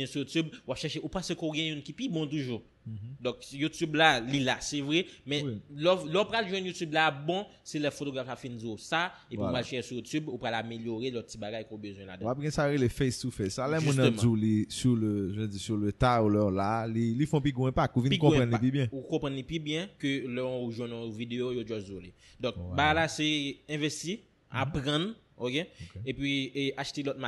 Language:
Haitian Creole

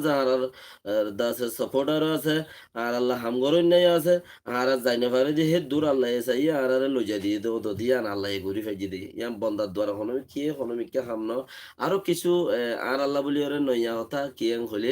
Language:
Rohingya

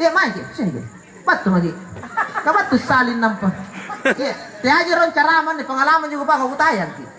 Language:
Makasar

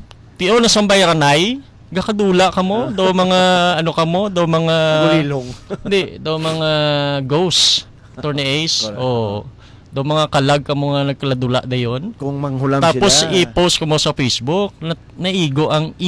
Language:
Hiligaynon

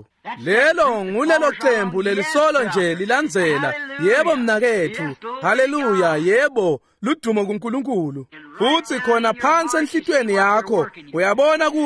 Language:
Swati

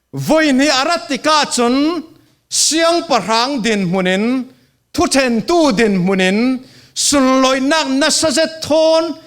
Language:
Falam Chin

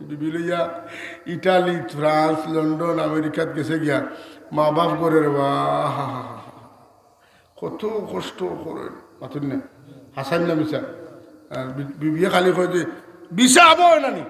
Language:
Sylheti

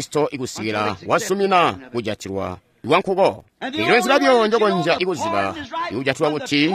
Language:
Tonga (Zambia)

